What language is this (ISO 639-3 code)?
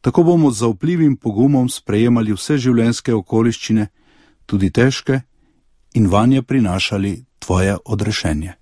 slv